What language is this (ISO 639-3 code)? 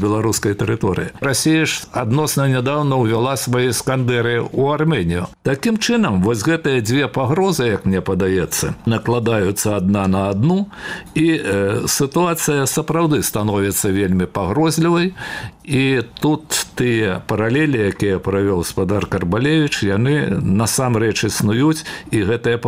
bel